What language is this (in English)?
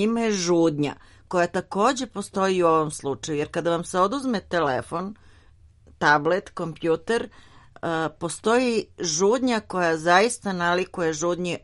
Serbian